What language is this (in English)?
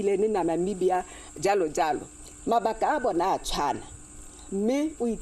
Tswana